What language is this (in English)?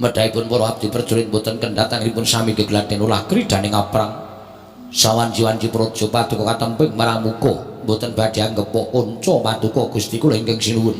Javanese